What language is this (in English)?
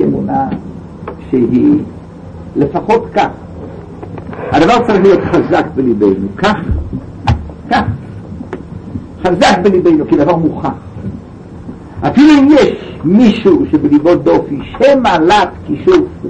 Hebrew